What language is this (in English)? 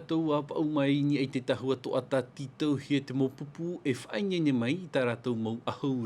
Tahitian